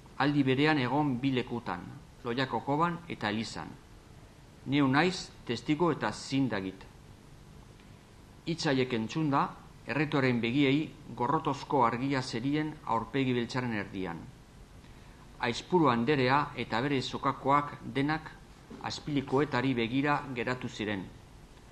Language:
Basque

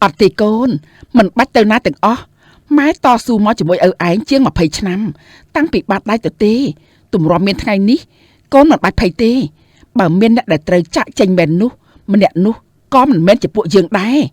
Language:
Khmer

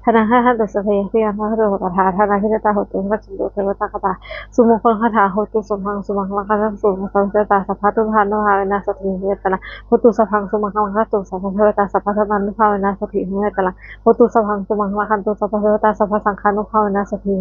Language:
Pali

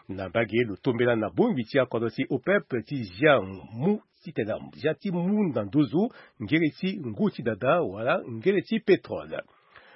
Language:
Sango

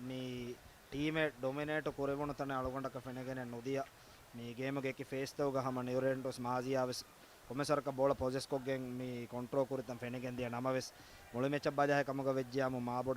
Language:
Divehi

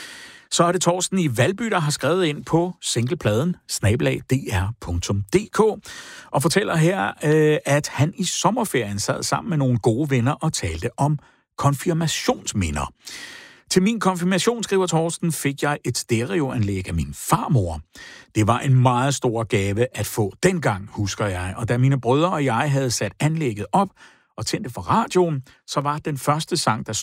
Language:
Danish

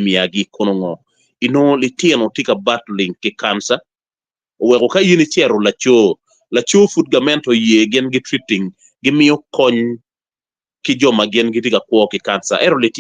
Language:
Acoli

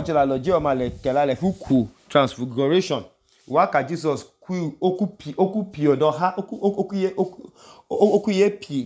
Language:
Idoma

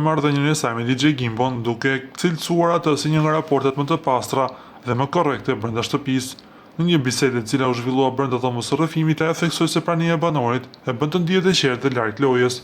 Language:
Albanian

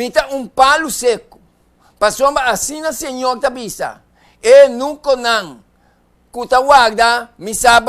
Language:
Papiamento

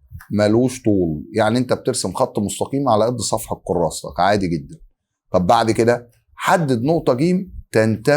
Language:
Egyptian Arabic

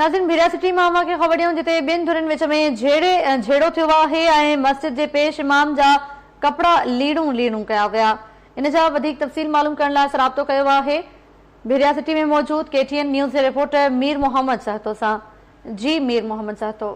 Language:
Sindhi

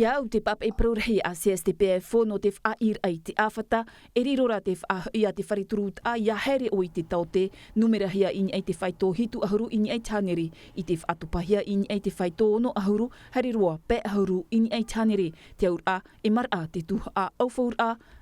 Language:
Tahitian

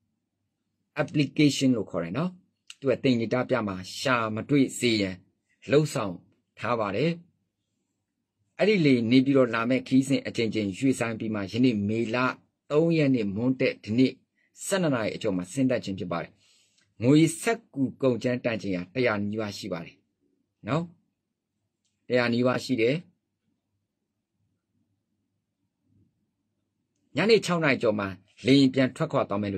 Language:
Burmese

